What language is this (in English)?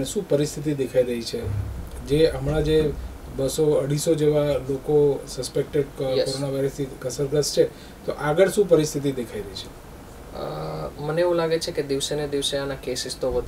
Gujarati